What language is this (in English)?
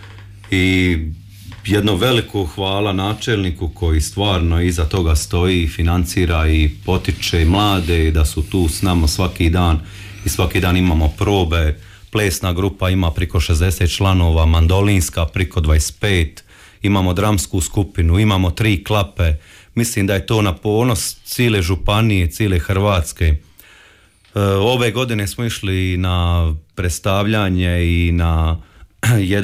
Croatian